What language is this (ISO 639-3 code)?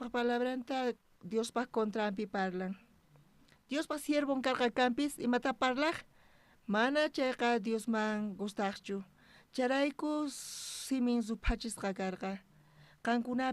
quh